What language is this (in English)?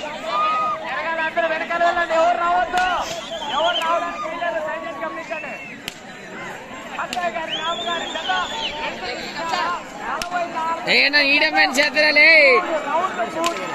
Telugu